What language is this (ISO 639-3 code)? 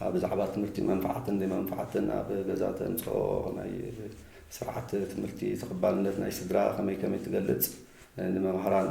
tir